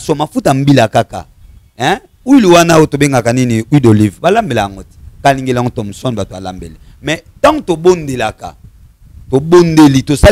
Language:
Lingala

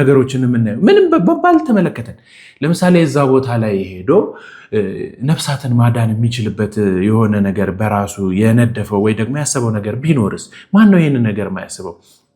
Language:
Amharic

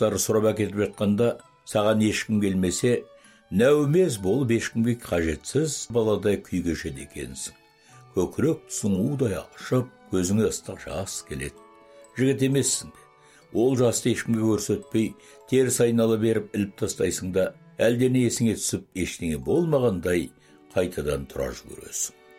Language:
Kazakh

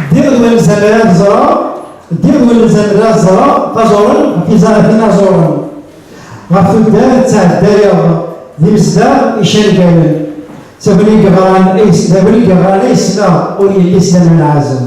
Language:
Kabyle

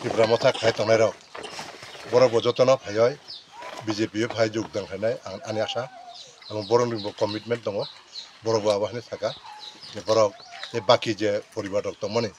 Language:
Kok Borok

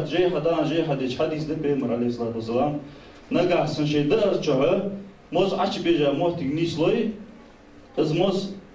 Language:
Ingush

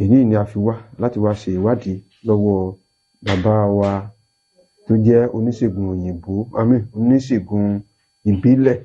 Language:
Yoruba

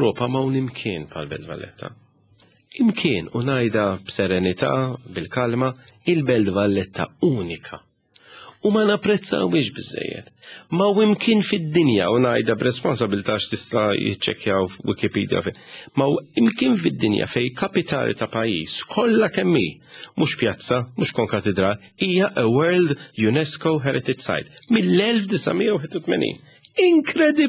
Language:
Maltese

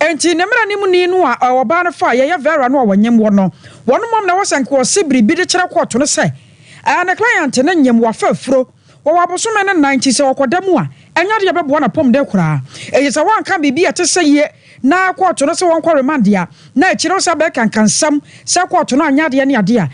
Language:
Akan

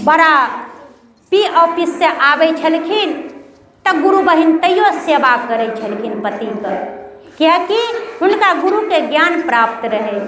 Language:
Maithili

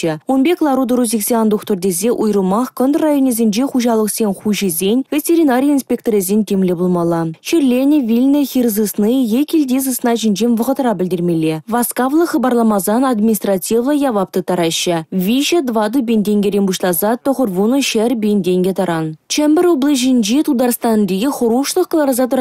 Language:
Chuvash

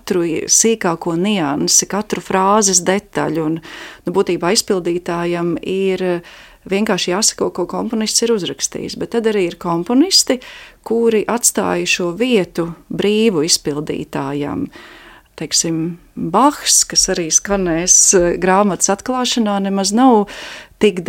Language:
Latvian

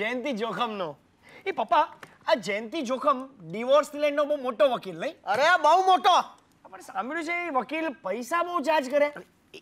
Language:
Gujarati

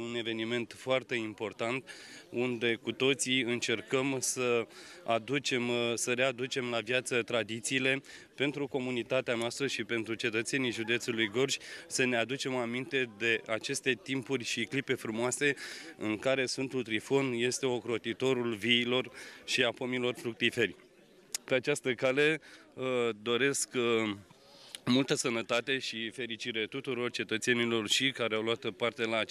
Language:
Romanian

